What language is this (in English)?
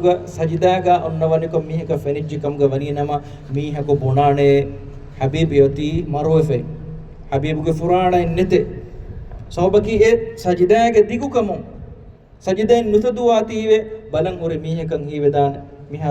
Divehi